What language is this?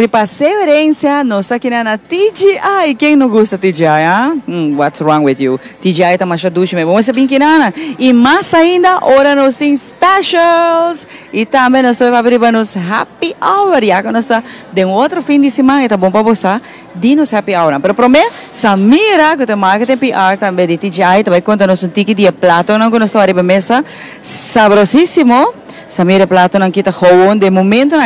Papiamento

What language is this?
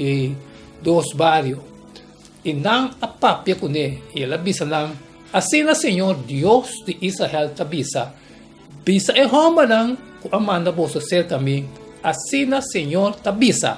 Papiamento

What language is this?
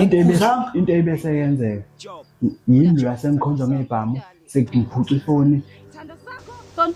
Zulu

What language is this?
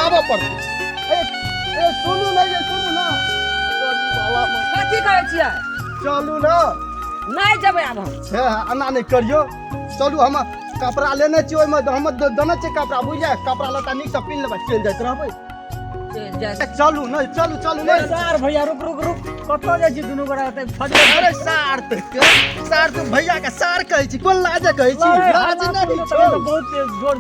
Maithili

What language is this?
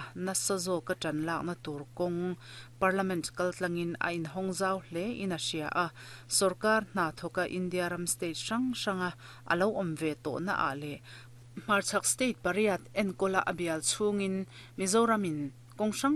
Mizo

